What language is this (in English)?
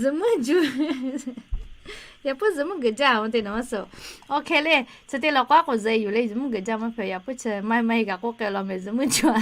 Lahu